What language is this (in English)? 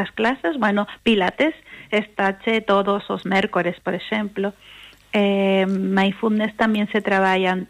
Galician